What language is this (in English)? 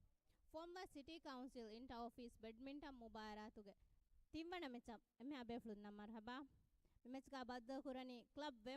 Divehi